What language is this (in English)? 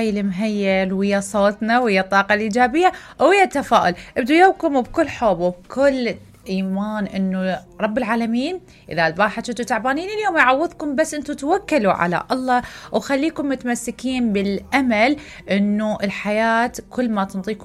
Mesopotamian Arabic